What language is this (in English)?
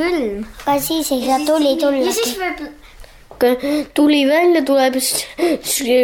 Estonian